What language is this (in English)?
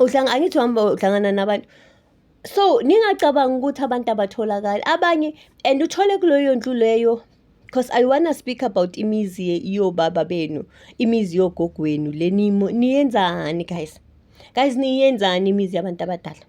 Zulu